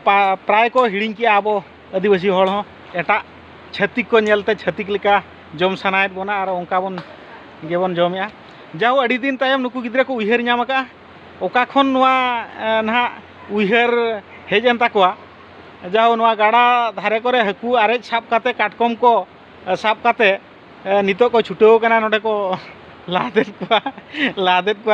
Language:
Santali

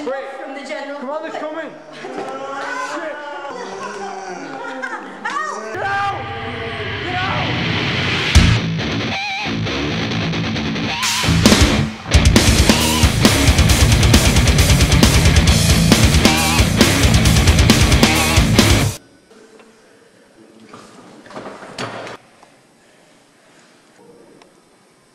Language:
English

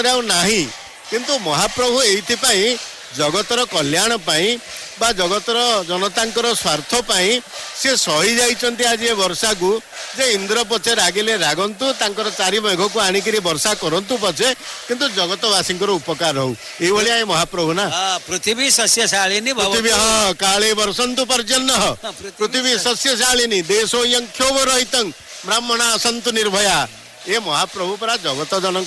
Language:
Odia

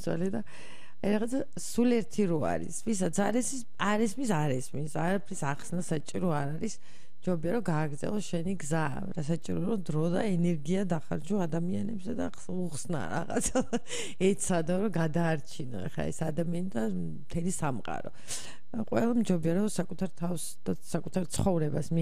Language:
Georgian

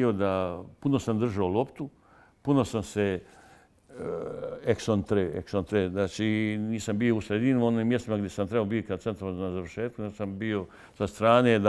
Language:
Bosnian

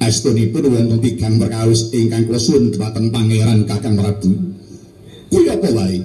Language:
Javanese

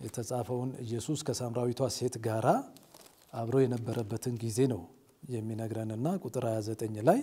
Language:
Amharic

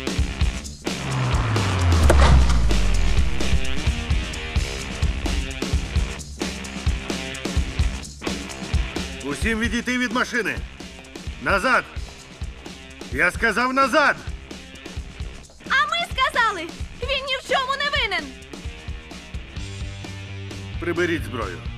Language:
Ukrainian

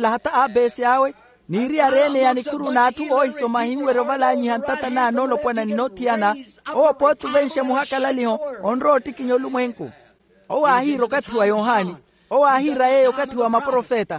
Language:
Makhuwa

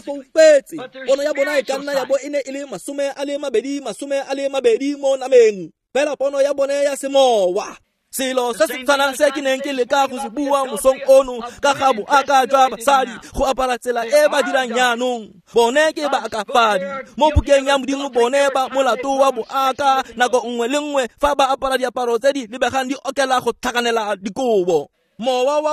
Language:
Tswana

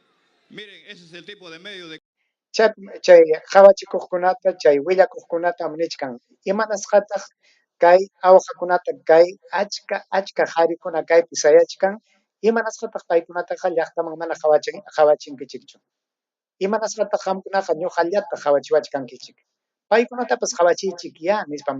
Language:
Ayacucho Quechua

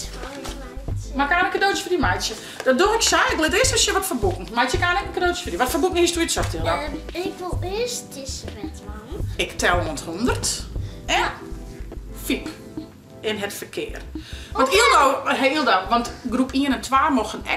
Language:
Western Frisian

